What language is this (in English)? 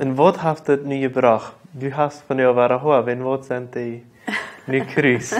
Plautdietsch